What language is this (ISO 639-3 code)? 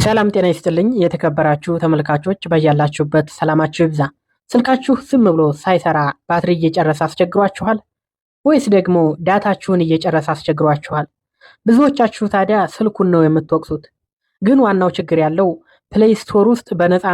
amh